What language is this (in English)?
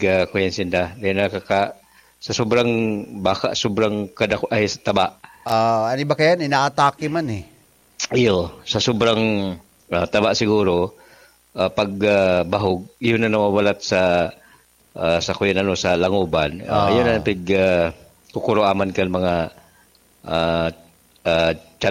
Bikol